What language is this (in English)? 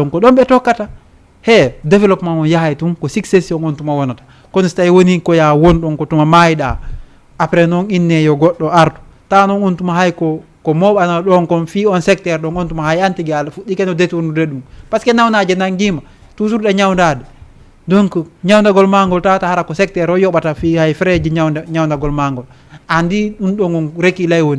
Fula